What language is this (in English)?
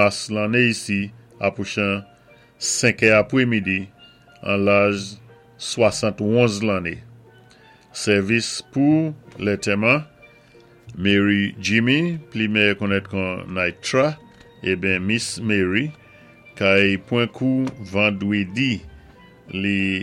Saint Lucian Creole French